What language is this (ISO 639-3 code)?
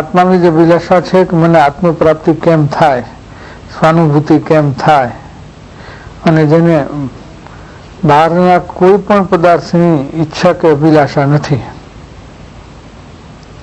guj